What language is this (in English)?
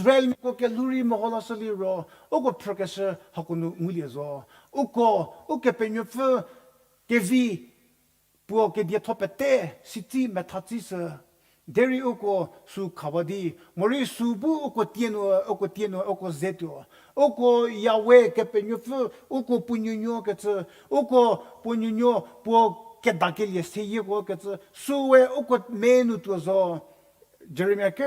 Angami Naga